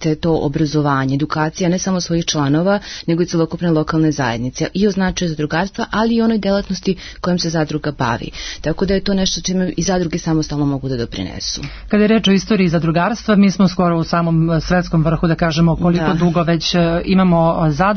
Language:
Serbian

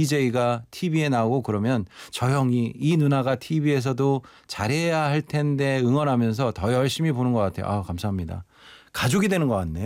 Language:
Korean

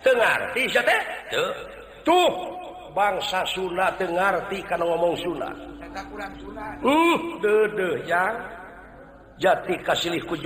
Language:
Sundanese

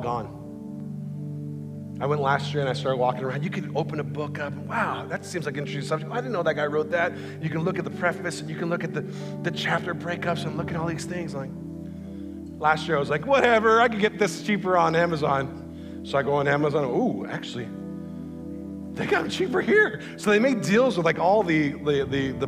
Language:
English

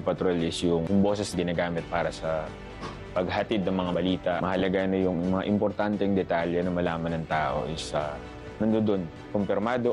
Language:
Filipino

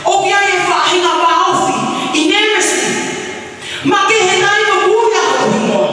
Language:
Tongan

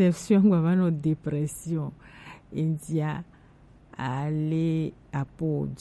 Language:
Gen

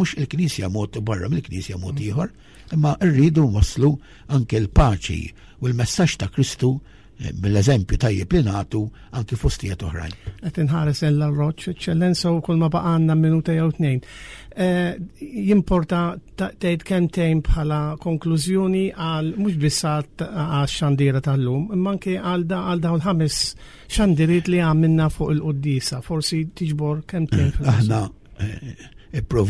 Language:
Maltese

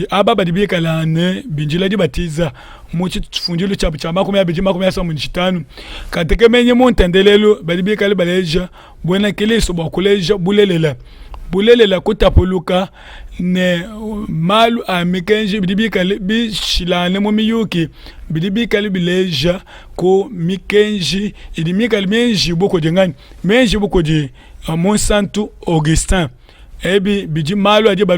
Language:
Luba-Lulua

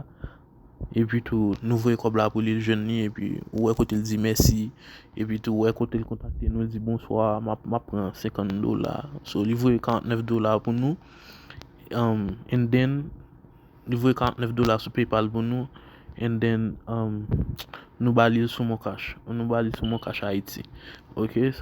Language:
Haitian Creole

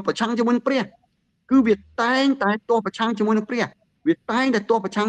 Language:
Khmer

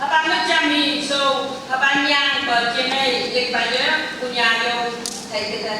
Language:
Phom Naga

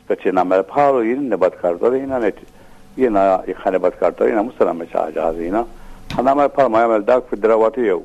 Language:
Maltese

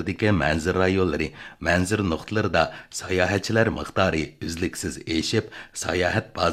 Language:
Uyghur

